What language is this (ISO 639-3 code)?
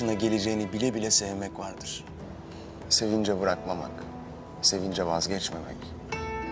tur